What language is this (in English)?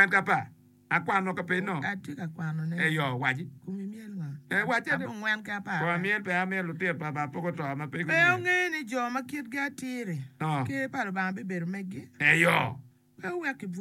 Acoli